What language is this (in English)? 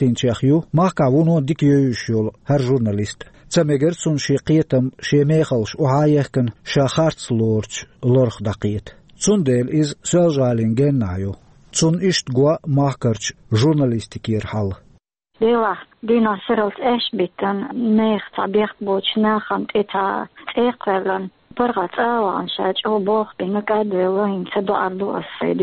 Chechen